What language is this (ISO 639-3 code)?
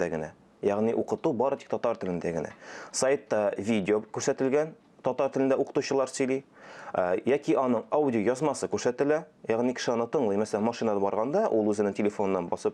tat